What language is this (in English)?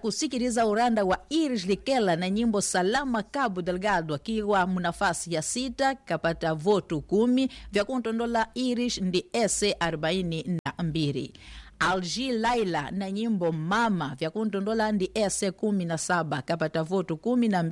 Swahili